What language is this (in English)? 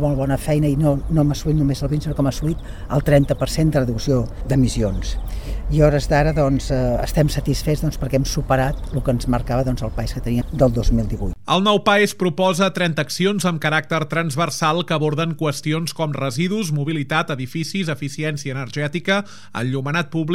Catalan